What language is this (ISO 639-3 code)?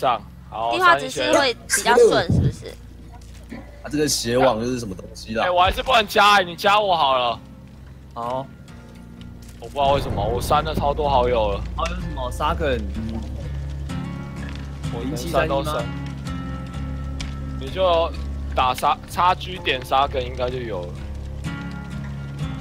zho